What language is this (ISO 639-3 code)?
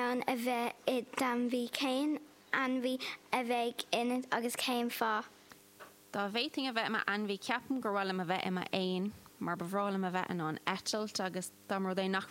gle